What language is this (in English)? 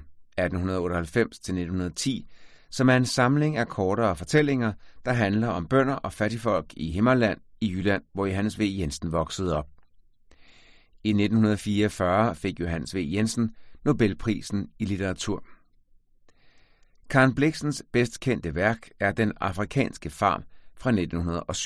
Danish